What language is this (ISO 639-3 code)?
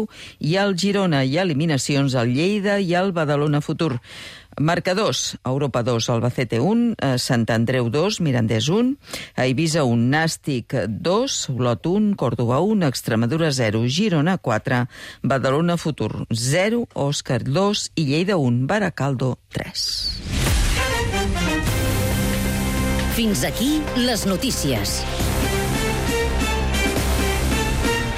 cat